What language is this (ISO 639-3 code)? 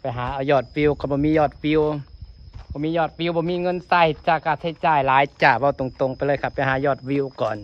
lao